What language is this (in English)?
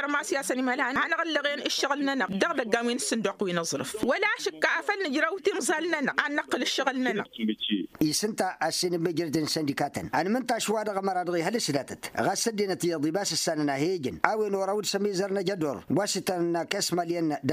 Tamasheq